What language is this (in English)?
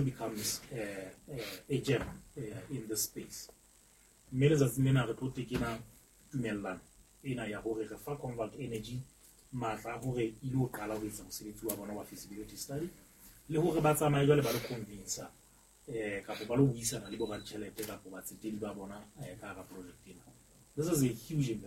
Southern Sotho